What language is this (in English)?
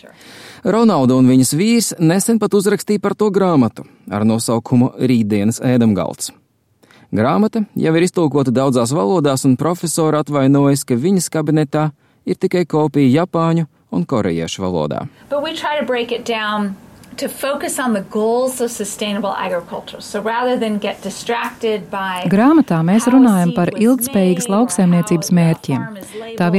Latvian